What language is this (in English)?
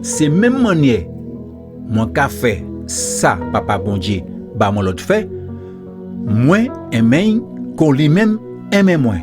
Guadeloupean Creole French